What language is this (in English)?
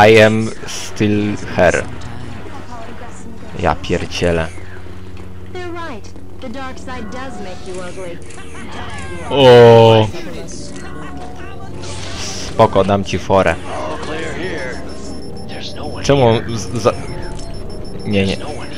Polish